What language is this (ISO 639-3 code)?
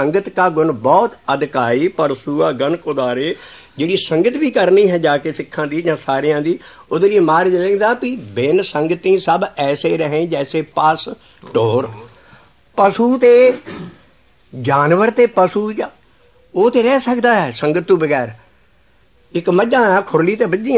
pan